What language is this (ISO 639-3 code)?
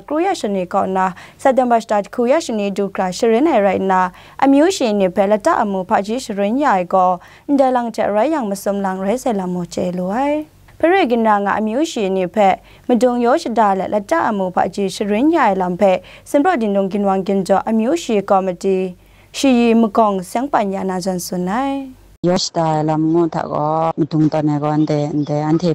kac